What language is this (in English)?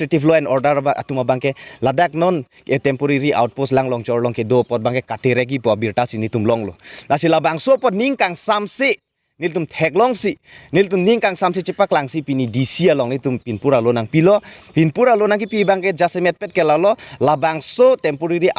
Karbi